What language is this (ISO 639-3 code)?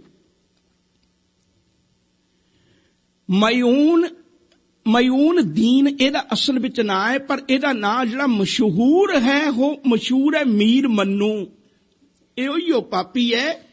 pan